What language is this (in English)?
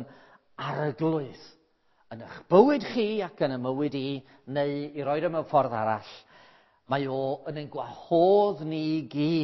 Welsh